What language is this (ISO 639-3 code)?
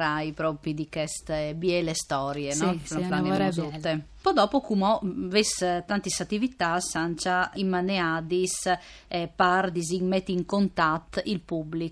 fur